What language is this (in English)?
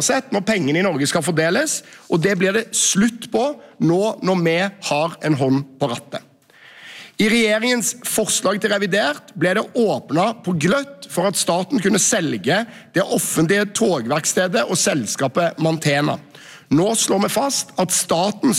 Norwegian